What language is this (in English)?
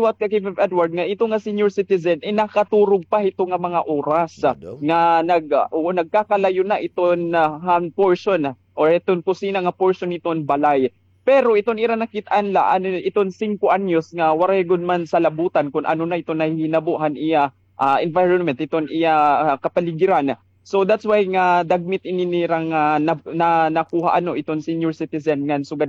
Waray